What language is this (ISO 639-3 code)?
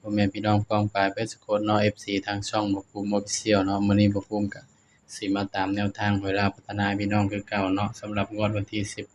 tts